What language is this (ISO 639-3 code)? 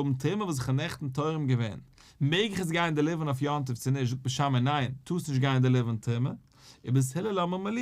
yid